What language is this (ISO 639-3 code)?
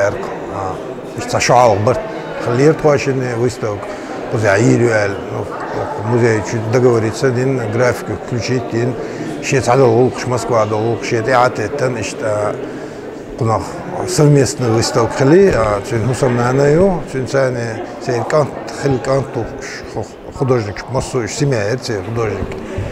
che